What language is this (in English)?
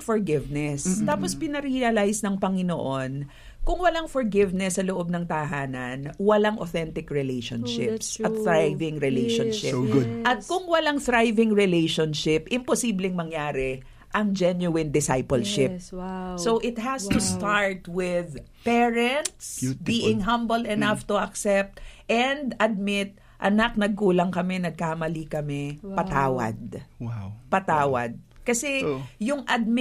Filipino